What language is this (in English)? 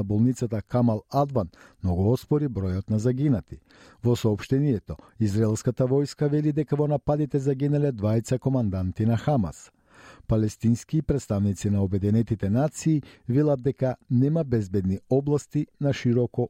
Macedonian